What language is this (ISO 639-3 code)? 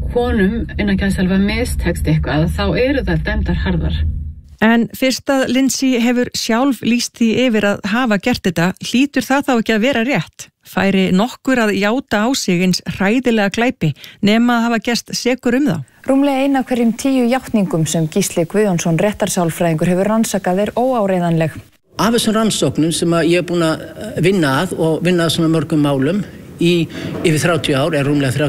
isl